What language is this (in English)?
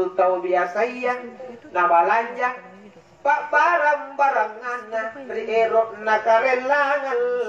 Makasar